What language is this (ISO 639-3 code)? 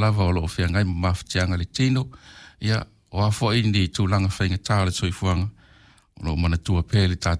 smo